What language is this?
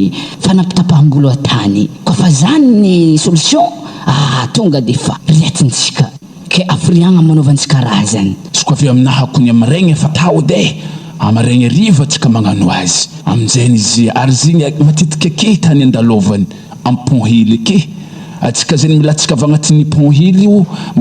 Malagasy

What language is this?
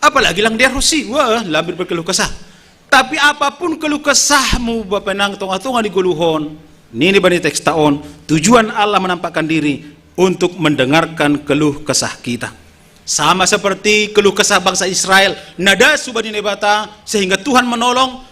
Batak Simalungun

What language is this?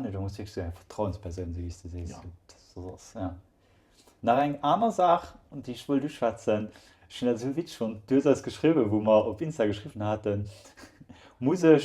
Luxembourgish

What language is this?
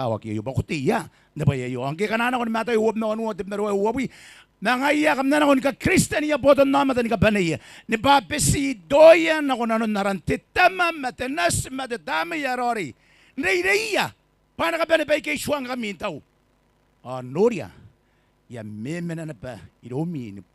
Gilbertese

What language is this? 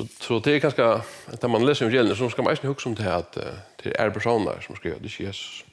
Faroese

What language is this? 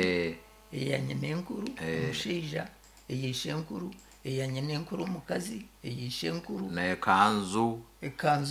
Nyankole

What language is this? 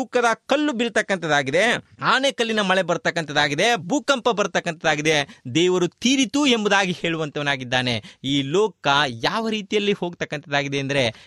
Kannada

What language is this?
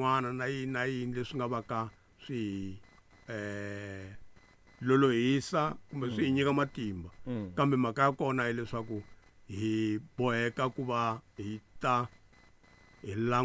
Tsonga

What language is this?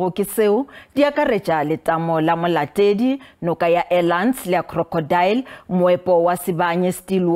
Northern Sotho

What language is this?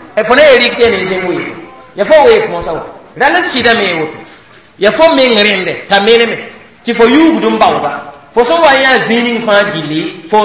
Mossi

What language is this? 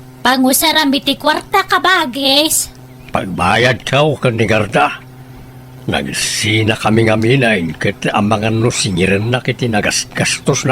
Iloko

